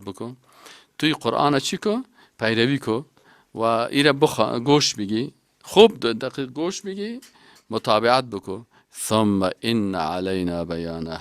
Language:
Persian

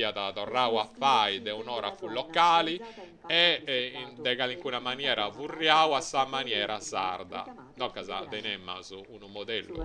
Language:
Sardinian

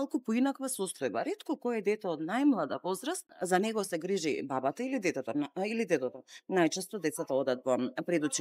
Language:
Macedonian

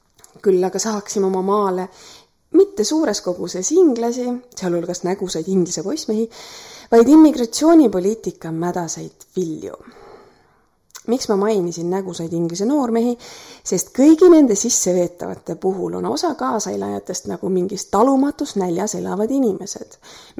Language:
Estonian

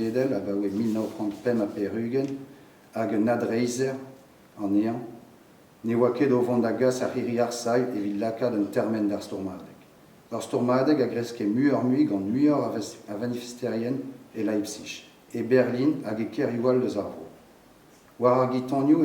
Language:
Breton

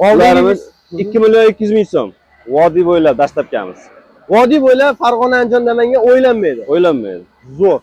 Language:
Uzbek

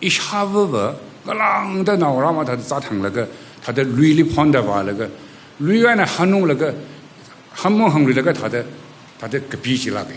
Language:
Tangkhul Naga (India)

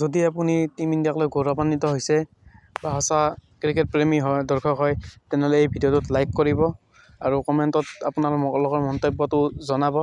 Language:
Assamese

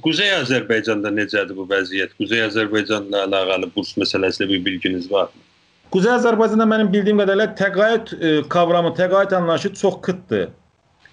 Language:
South Azerbaijani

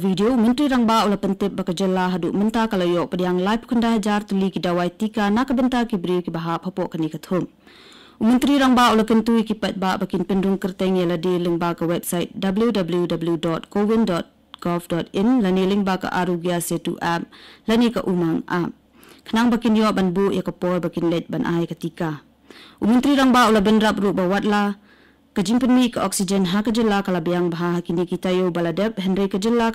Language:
Khasi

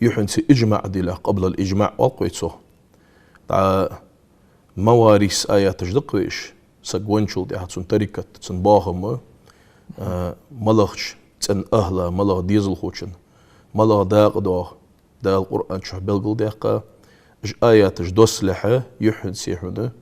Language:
Ingush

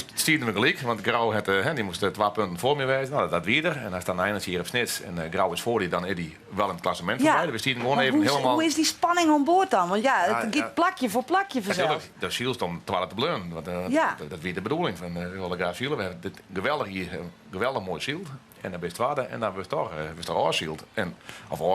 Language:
Western Frisian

